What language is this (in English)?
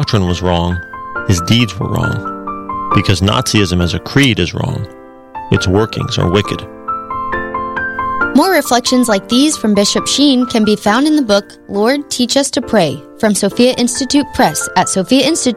English